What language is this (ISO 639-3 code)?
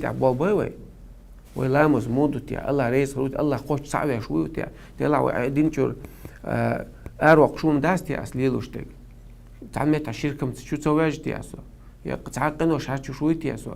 che